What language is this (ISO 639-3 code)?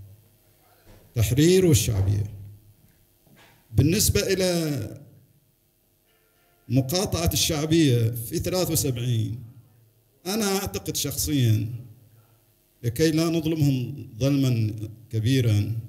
ara